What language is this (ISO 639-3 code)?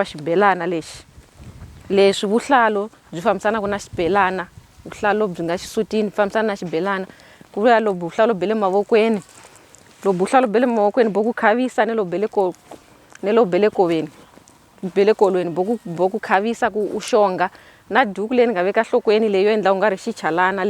tso